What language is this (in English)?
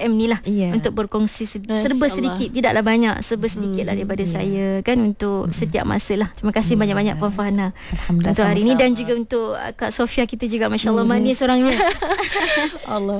Malay